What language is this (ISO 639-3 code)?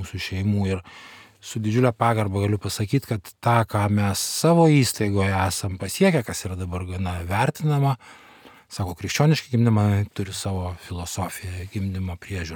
lit